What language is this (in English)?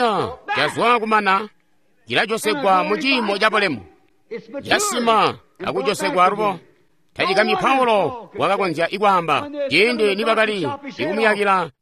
Tonga (Zambia)